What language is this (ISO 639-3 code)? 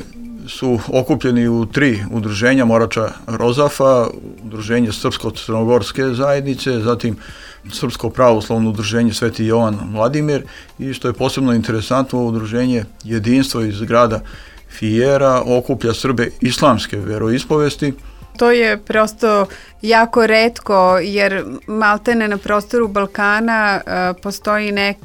srp